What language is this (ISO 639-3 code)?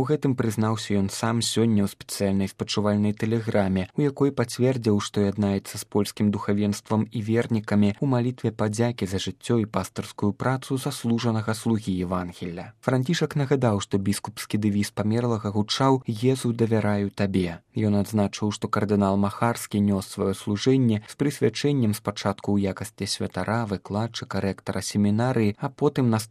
bel